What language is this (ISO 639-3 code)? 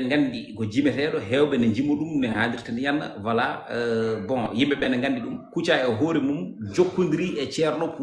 ful